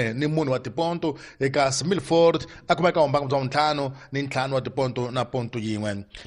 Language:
Tsonga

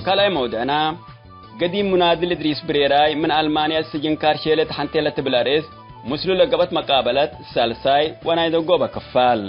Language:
Tigre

